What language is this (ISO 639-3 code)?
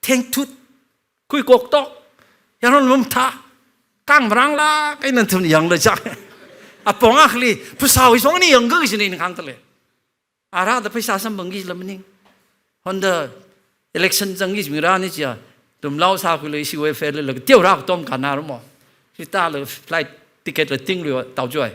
nmf